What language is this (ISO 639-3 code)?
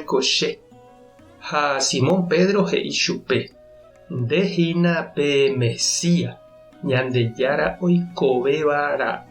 grn